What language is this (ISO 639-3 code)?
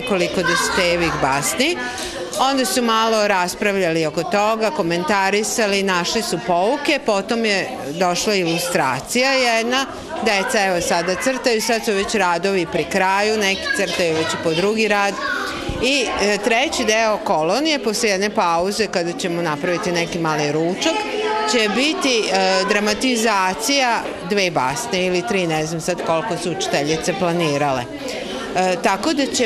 srp